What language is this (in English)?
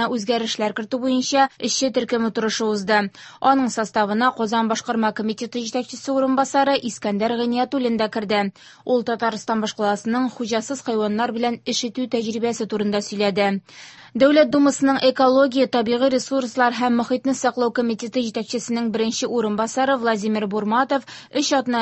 Tatar